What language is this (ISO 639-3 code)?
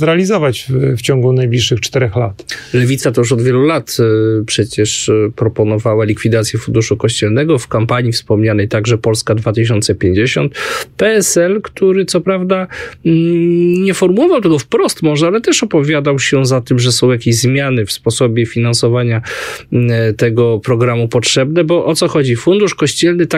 pol